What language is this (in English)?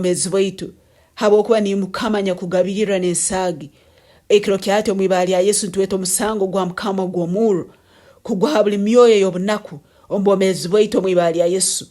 Nyoro